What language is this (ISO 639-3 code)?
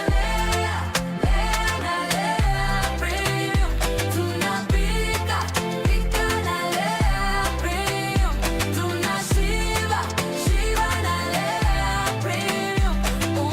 mer